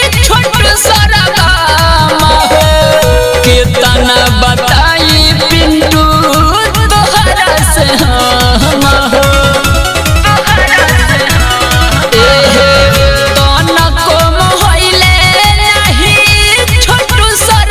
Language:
Bhojpuri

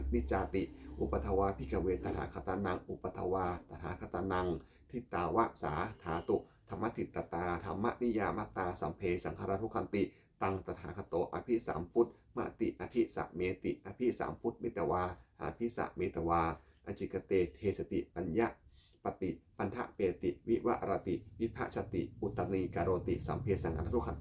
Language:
Pali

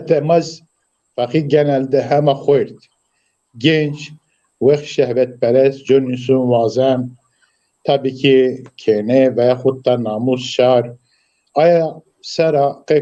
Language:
Zaza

